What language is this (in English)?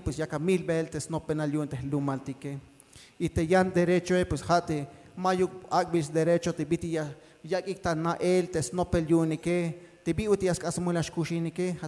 Tzeltal